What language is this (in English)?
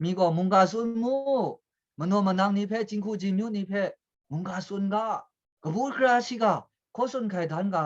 Kachin